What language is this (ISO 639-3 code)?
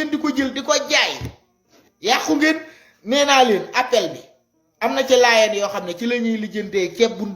wol